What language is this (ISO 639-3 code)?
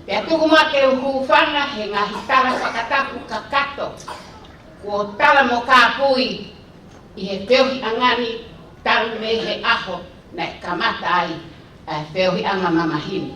ton